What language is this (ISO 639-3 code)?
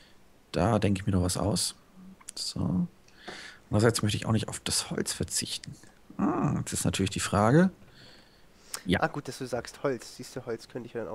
deu